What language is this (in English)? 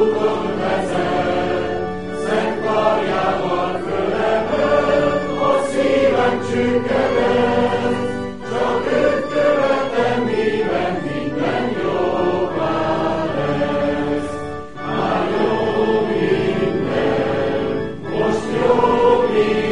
Hungarian